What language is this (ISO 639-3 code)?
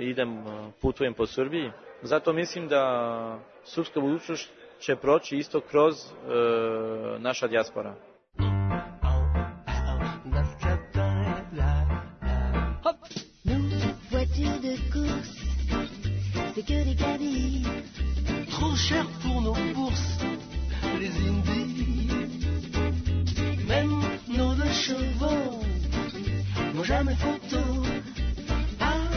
srp